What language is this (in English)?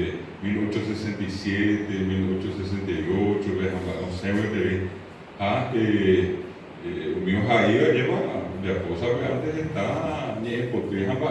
Guarani